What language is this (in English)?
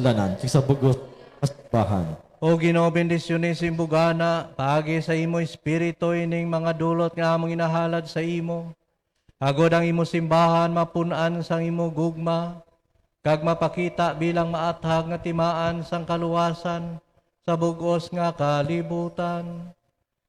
Hiligaynon